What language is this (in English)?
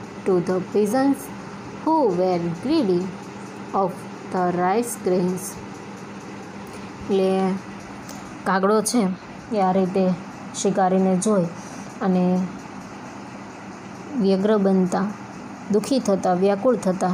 Gujarati